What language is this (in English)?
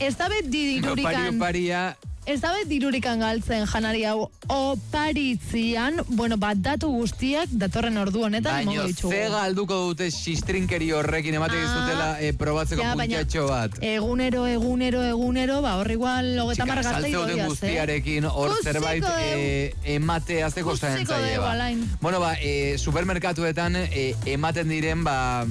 Basque